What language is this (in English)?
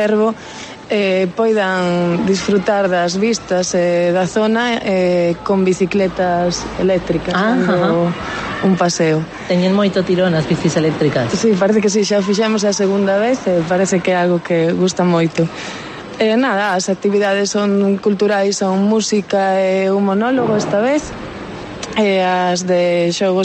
Galician